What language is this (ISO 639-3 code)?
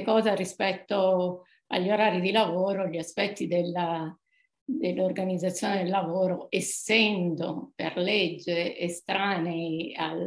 ita